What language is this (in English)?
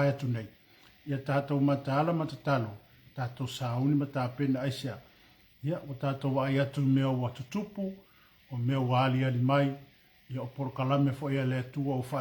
Samoan